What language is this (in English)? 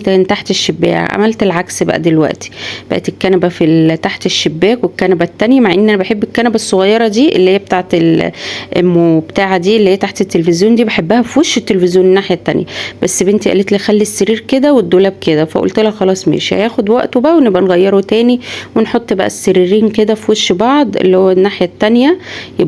Egyptian Arabic